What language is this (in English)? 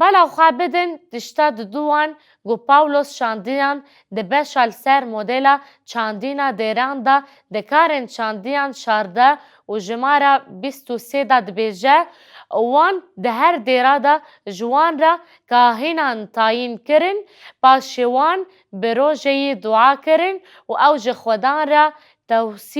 Kurdish